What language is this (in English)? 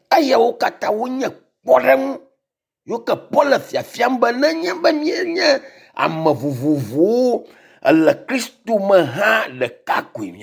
Ewe